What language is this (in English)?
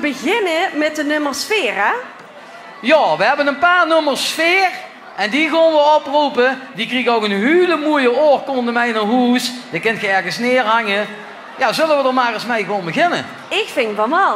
Limburgish